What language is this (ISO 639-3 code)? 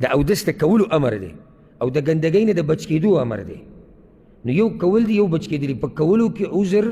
pus